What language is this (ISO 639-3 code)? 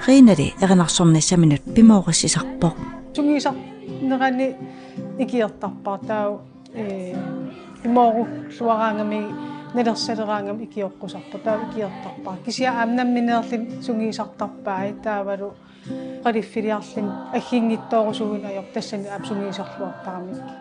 kal